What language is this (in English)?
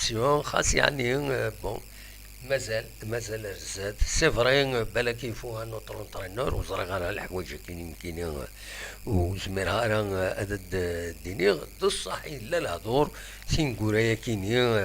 Kabyle